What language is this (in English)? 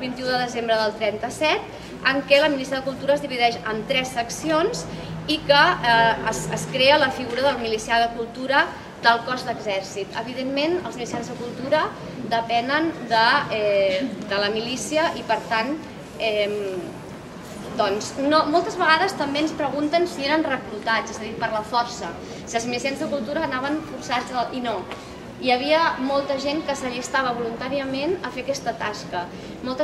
Catalan